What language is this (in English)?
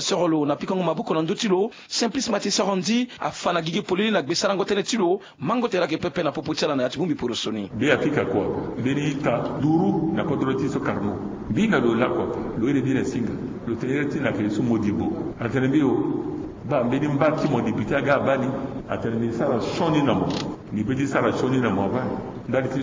Sango